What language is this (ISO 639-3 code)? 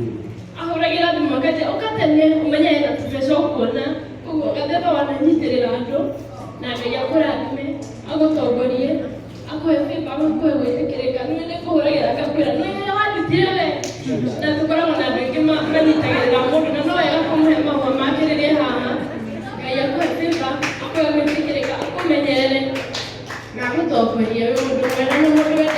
kik